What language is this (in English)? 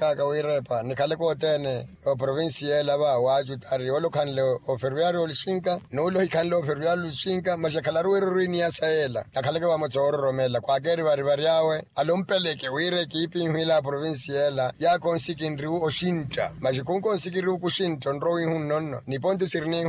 Makhuwa